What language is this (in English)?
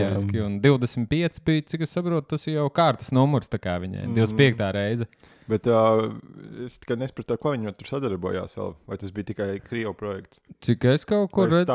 Latvian